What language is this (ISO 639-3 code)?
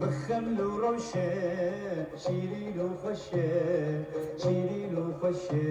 kur